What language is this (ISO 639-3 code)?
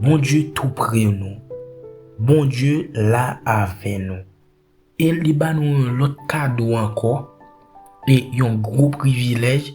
hat